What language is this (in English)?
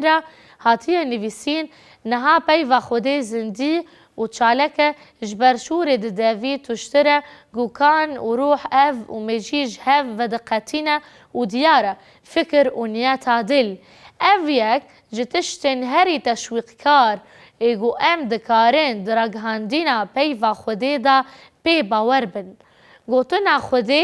Kurdish